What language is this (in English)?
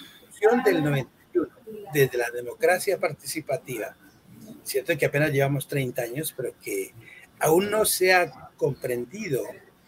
Spanish